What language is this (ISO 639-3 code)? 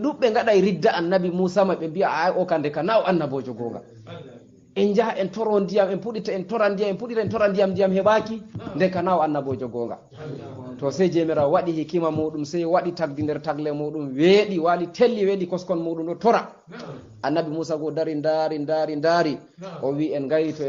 ful